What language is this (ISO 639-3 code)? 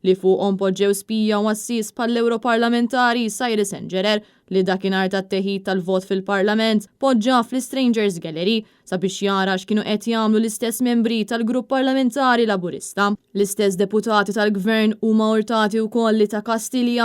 mlt